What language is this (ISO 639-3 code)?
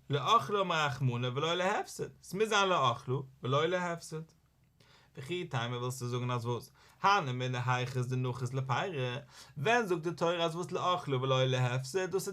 yid